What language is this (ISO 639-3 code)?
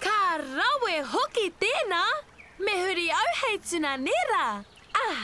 mri